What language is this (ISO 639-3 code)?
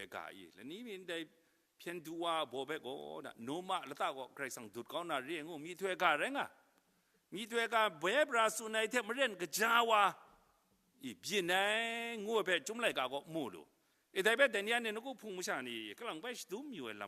kac